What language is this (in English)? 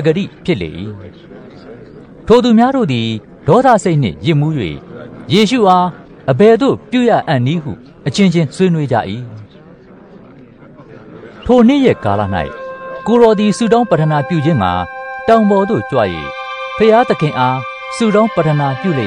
Burmese